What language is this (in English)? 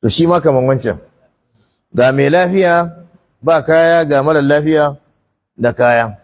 Hausa